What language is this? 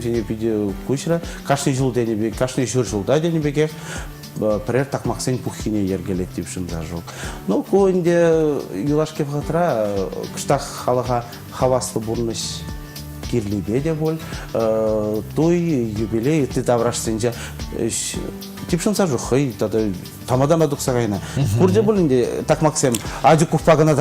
Chuvash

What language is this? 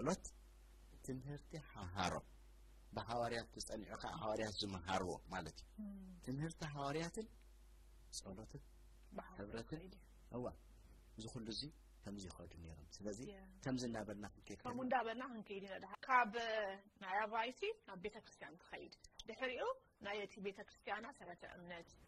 Tigrinya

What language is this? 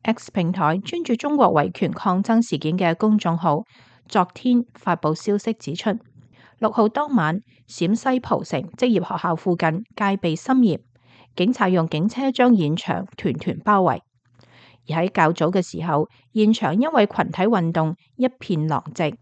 Cantonese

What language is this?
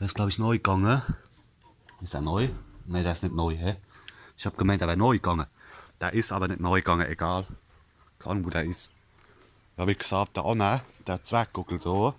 Palatine German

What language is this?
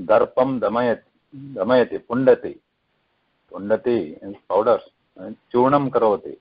Sanskrit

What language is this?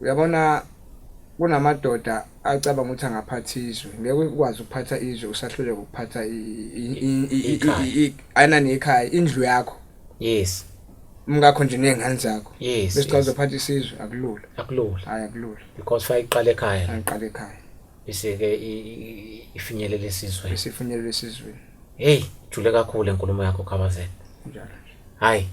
Zulu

